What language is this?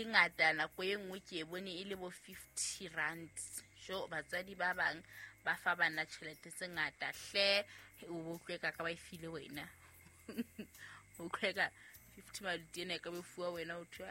Southern Sotho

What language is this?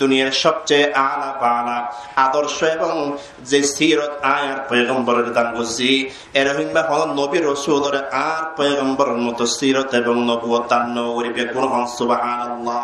Rohingya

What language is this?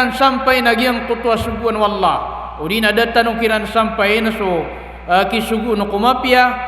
Maranao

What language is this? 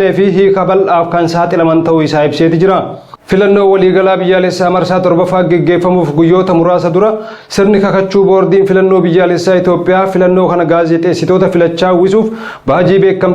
Oromo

